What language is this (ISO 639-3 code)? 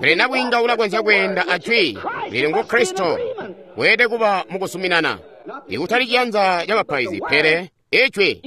toi